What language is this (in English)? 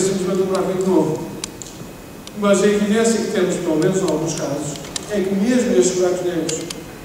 Portuguese